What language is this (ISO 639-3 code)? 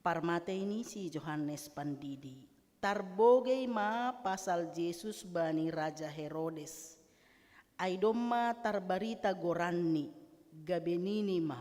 bts